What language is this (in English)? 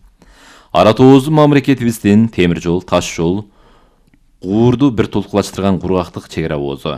Kyrgyz